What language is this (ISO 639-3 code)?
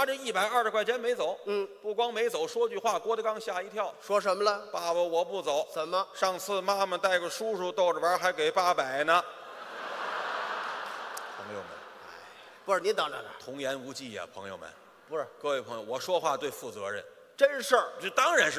zho